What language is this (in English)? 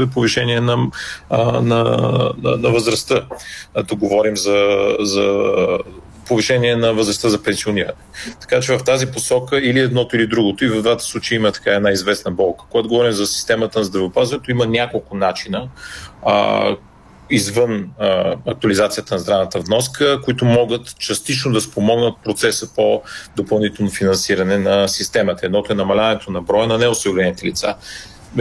Bulgarian